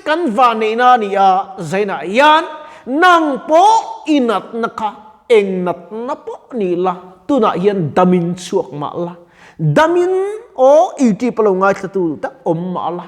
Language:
Mizo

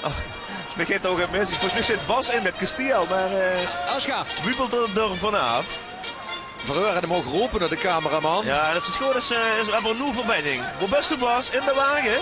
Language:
Limburgish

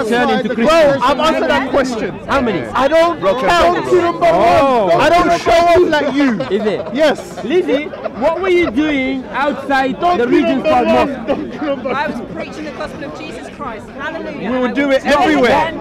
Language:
English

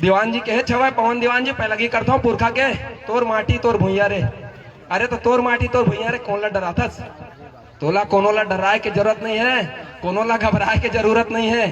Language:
Chhattisgarhi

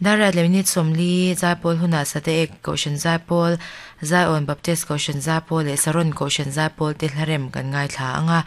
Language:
Mizo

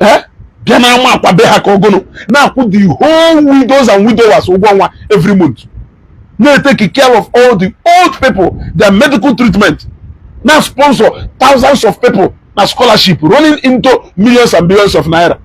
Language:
Igbo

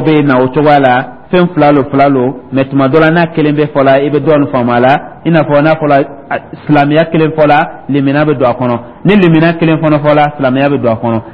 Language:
Dyula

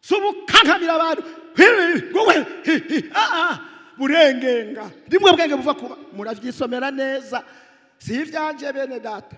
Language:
Rundi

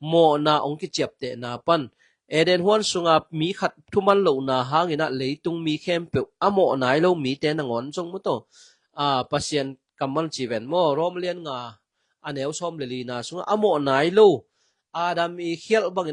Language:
Tedim Chin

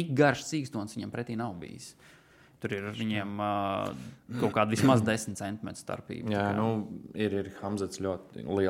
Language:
Latvian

